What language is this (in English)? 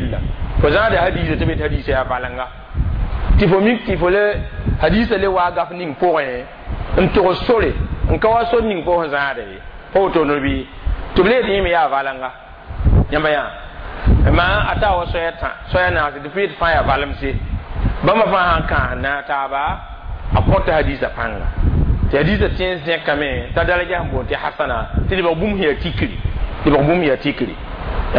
Mossi